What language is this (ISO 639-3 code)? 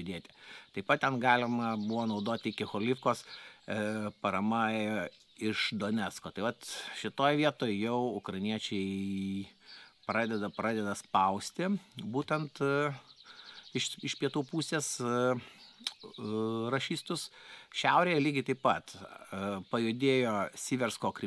lit